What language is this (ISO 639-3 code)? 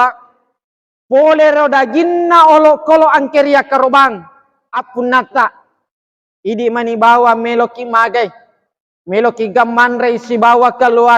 bug